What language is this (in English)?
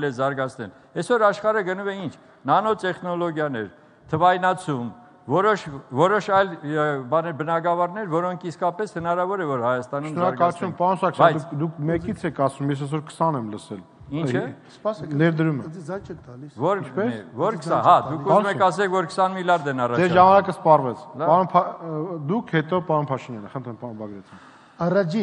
Armenian